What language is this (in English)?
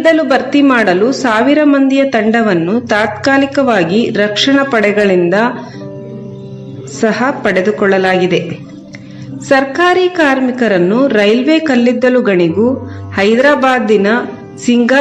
Kannada